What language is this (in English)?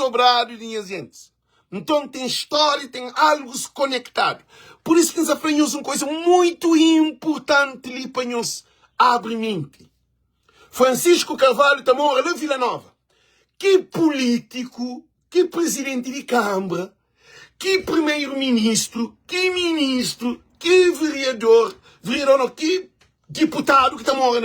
Kabuverdianu